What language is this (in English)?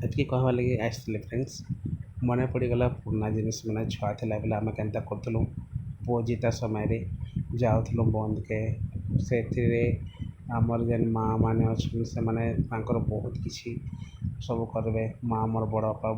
Odia